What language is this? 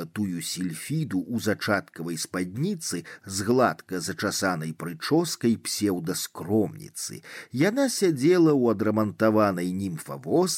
Belarusian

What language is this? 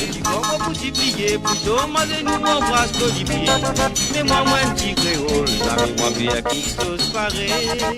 Morisyen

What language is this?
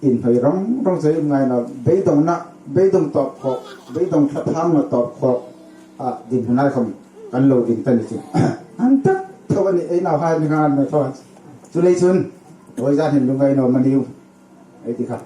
Hmar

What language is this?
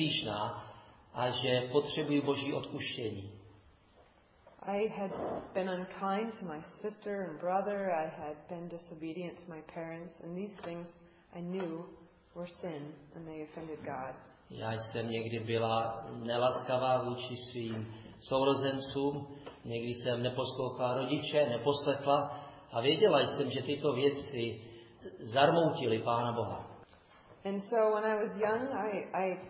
Czech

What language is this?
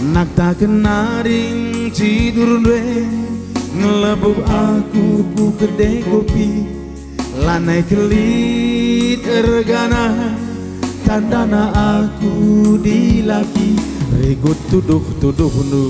Batak Karo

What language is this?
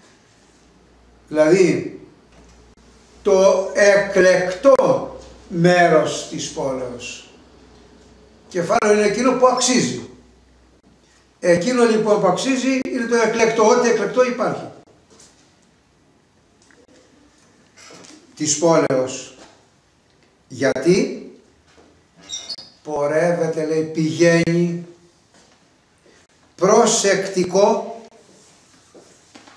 Greek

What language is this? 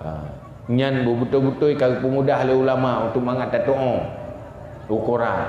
Achinese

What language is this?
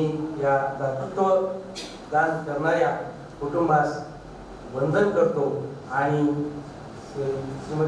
Marathi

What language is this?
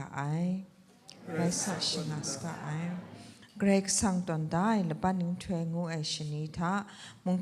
Kachin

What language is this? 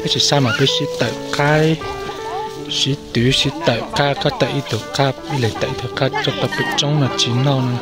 Hmong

